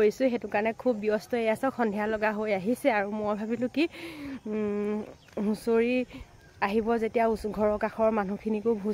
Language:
Assamese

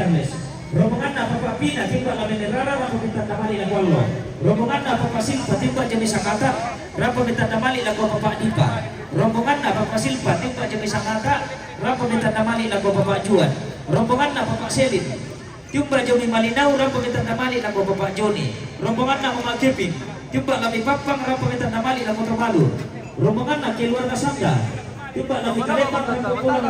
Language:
Toraja-Sa'dan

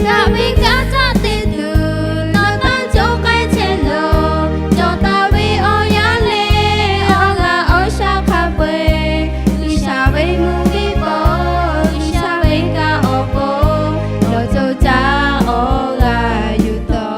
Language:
Lahu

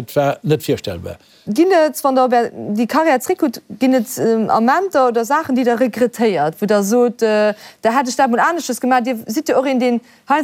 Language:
Luxembourgish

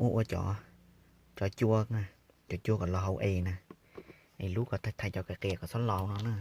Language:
Hmong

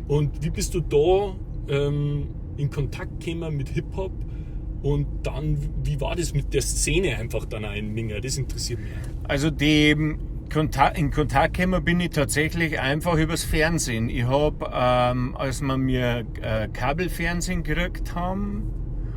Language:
Bavarian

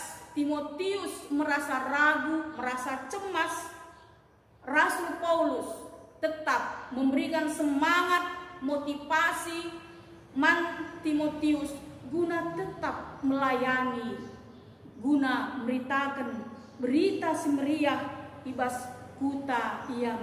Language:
Batak Karo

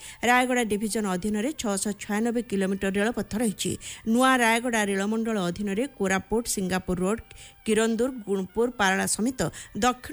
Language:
Odia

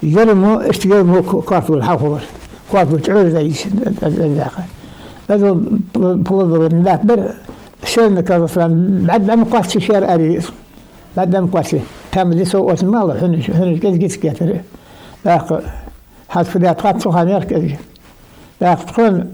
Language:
Ingush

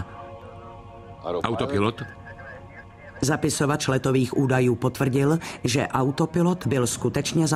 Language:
Czech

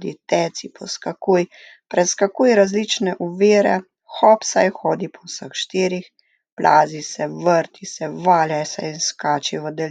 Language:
Slovenian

